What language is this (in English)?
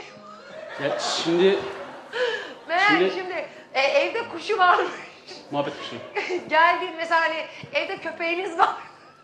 Turkish